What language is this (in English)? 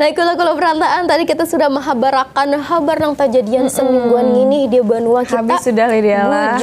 Banjar